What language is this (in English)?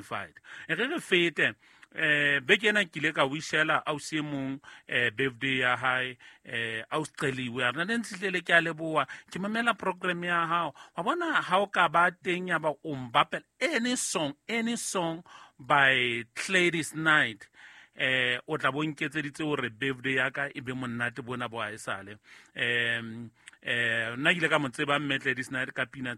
Southern Sotho